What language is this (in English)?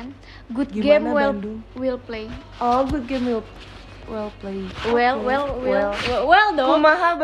Indonesian